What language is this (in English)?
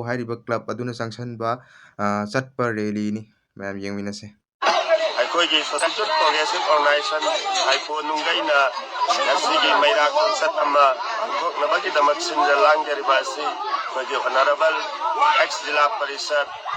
Manipuri